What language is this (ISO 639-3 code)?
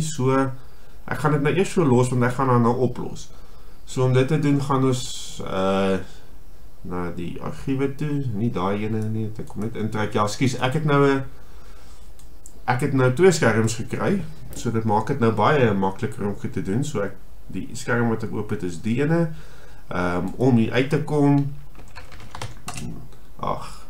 afr